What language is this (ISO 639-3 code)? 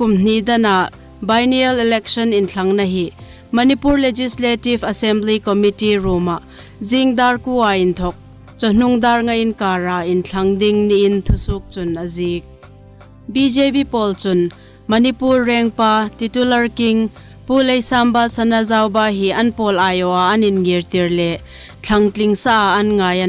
hmr